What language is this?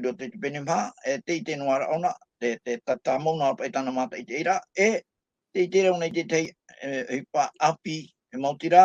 Tahitian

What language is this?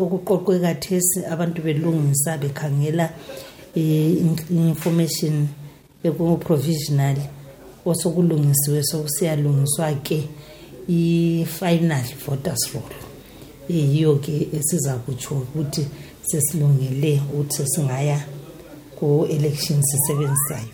North Ndebele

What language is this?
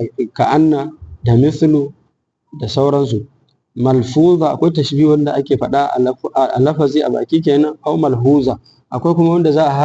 Hausa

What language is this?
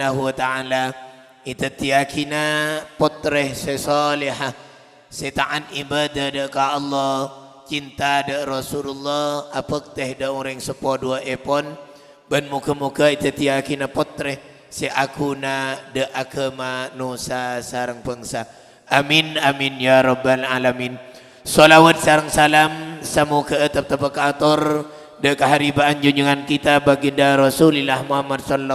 Madurese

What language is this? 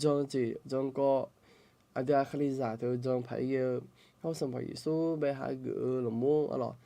Akha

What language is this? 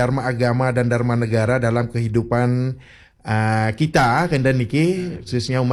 Balinese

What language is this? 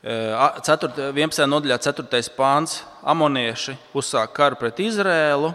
Latvian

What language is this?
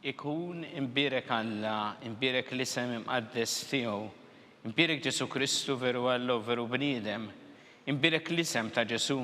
Maltese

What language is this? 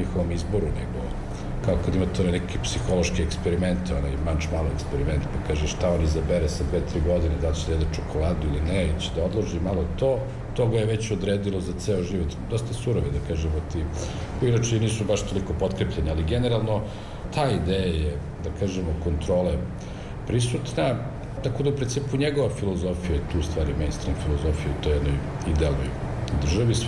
Serbian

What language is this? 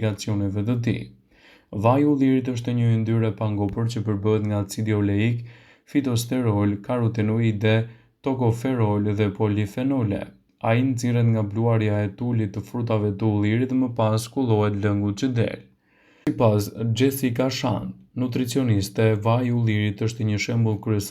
Albanian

